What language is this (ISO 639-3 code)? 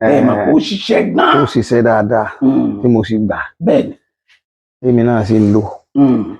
yor